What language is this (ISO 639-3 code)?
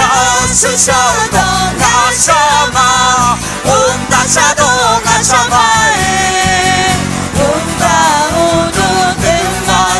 ahk